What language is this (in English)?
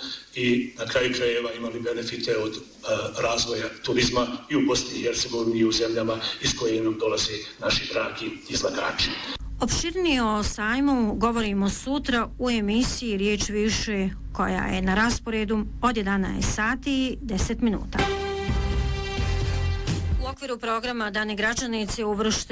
Bosnian